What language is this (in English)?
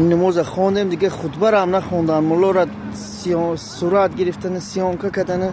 Tajik